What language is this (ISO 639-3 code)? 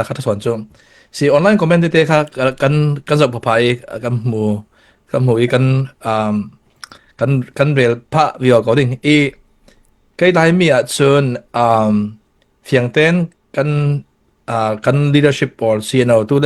cfm